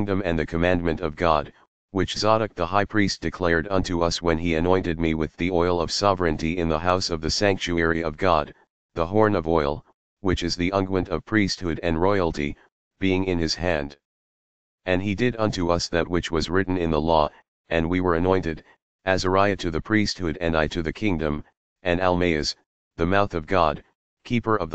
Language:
English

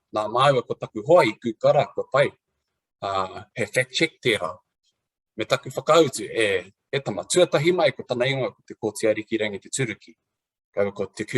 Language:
Māori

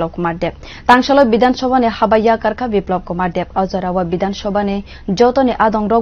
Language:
Kok Borok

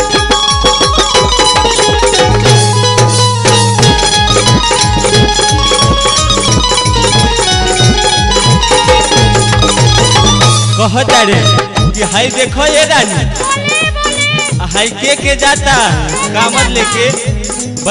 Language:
Bhojpuri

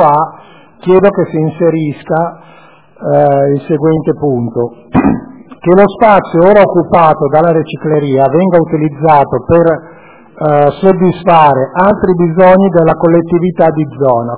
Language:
Italian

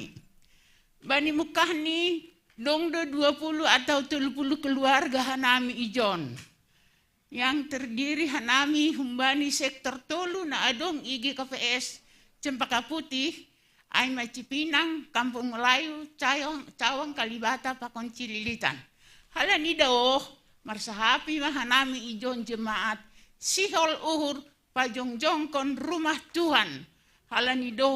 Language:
Batak Simalungun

